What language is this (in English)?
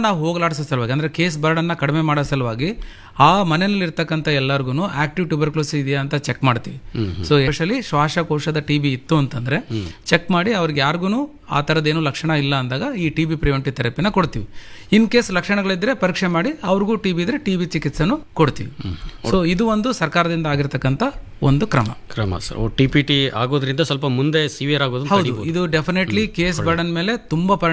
Kannada